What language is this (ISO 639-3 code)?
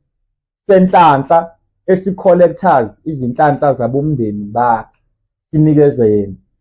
zul